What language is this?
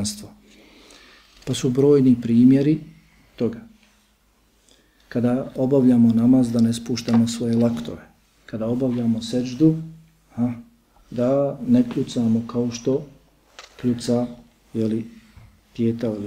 Bosnian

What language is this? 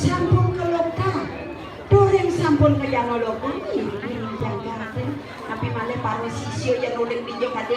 Balinese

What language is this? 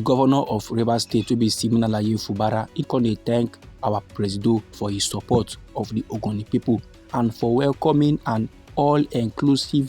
Nigerian Pidgin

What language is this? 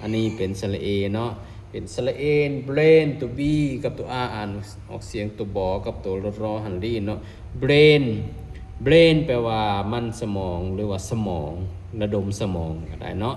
Lao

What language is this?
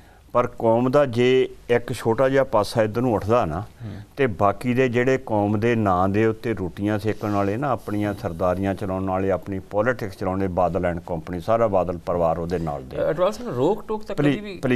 Punjabi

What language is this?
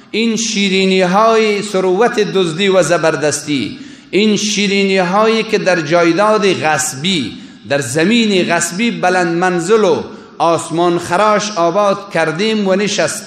Persian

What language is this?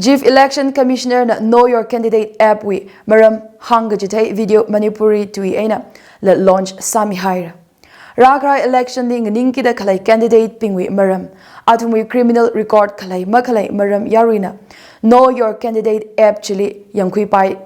Tangkhul Naga (India)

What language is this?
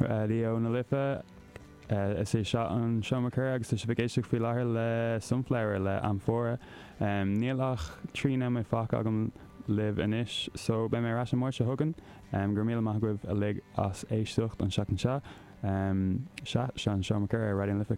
Irish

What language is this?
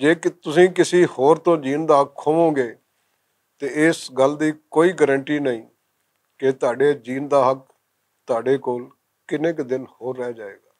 Western Panjabi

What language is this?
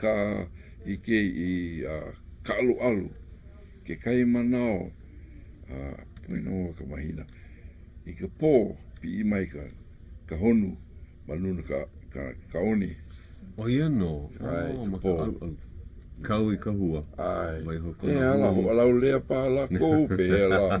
Hawaiian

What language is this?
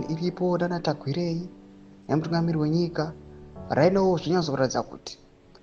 Shona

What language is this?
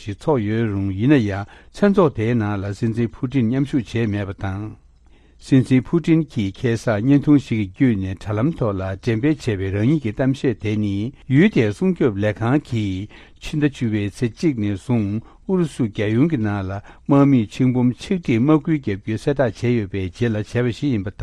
Tibetan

